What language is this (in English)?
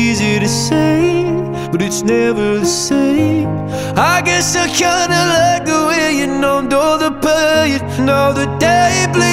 English